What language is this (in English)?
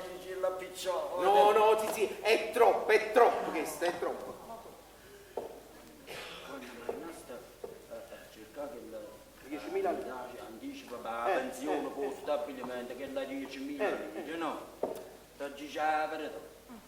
Neapolitan